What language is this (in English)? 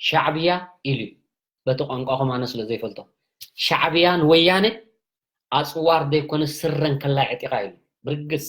Tigrinya